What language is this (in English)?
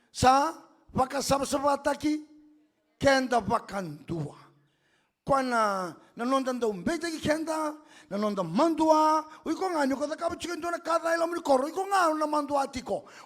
Fijian